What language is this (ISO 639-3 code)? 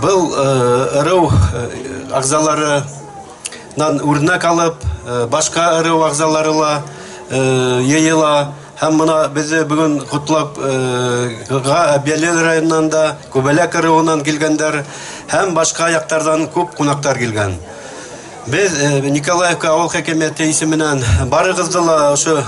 bak